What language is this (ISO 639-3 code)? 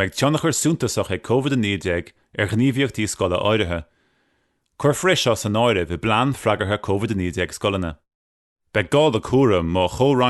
gle